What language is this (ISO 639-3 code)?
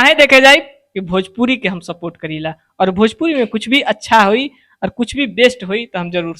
bho